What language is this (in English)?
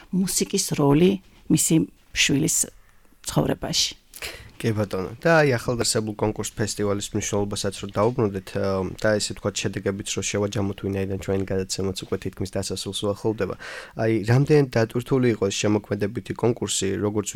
Georgian